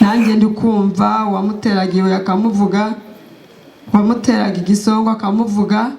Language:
Kinyarwanda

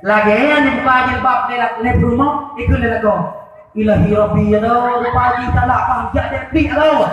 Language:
Achinese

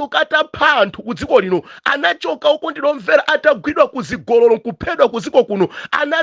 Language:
Nyanja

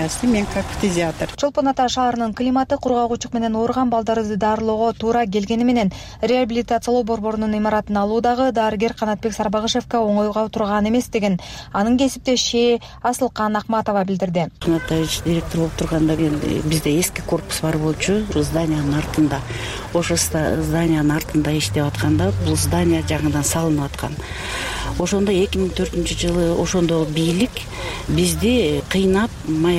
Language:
Kyrgyz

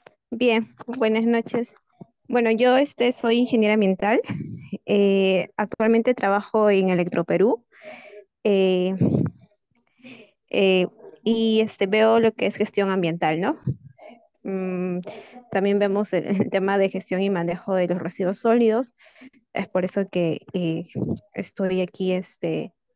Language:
Spanish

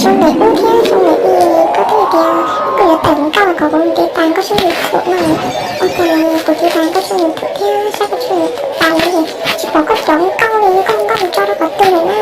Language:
Hmong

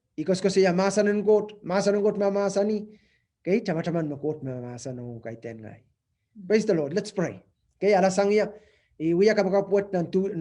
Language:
Pohnpeian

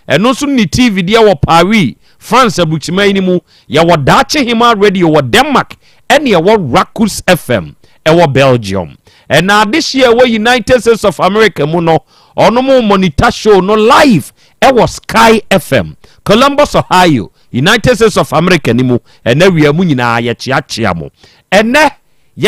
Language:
Akan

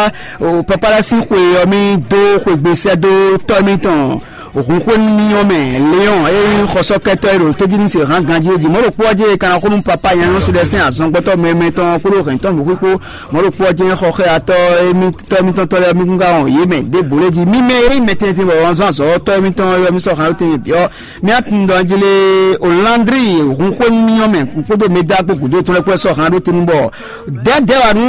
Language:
Fon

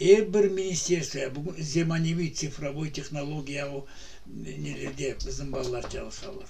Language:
Crimean Tatar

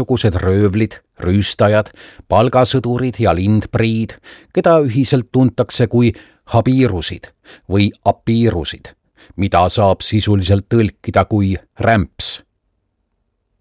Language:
Estonian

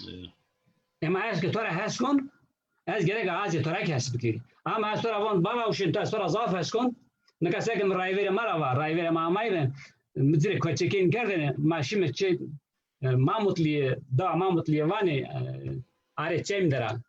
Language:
Zaza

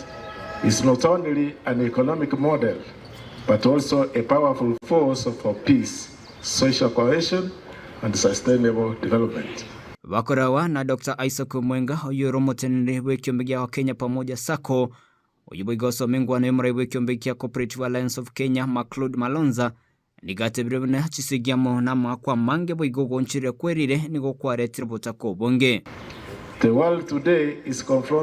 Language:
Gusii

